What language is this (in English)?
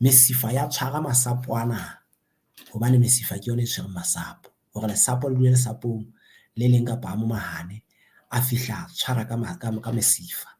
Southern Sotho